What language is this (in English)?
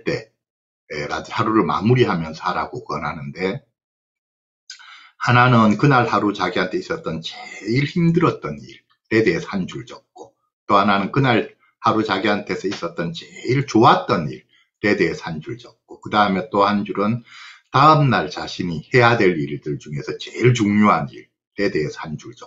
Korean